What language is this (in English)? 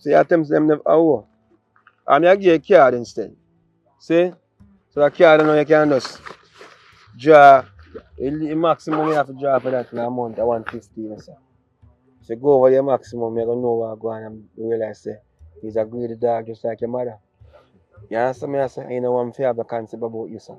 Jamaican Creole English